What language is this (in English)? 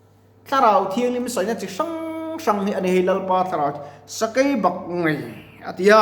Mizo